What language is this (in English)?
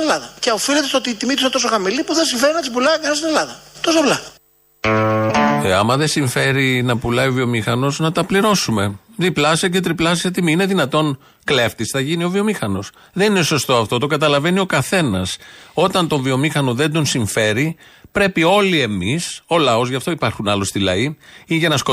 Greek